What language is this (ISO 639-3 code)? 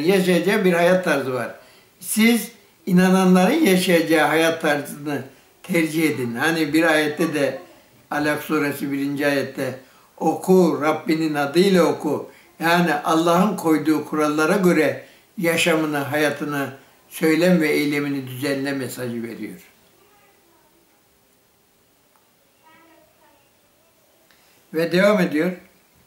tur